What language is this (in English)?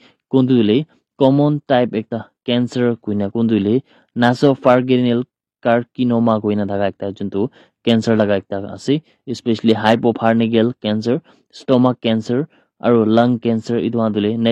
Naga Pidgin